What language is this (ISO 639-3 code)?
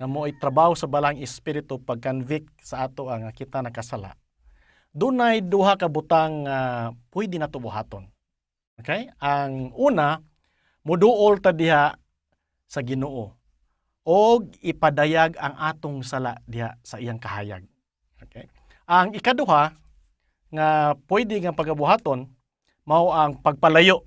ceb